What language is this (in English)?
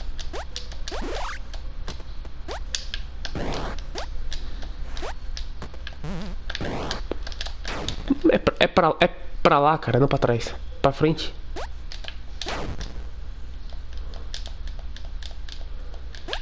Portuguese